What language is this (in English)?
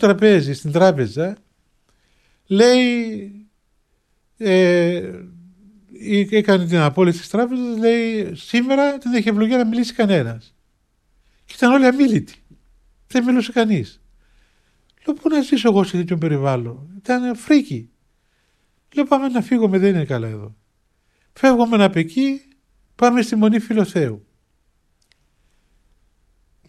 Greek